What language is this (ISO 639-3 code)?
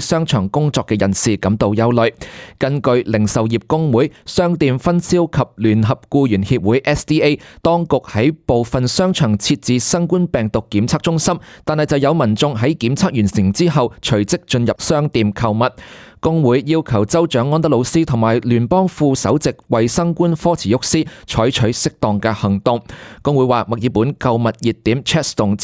yue